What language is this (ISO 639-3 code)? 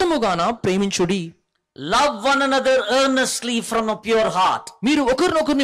tel